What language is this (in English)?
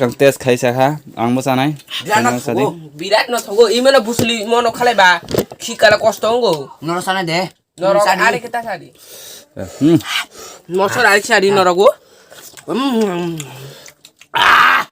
Kok Borok